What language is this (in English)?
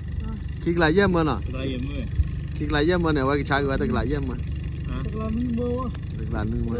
S'gaw Karen